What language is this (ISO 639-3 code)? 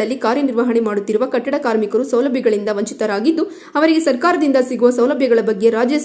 kan